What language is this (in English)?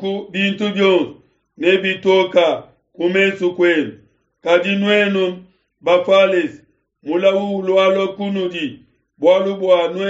Luba-Lulua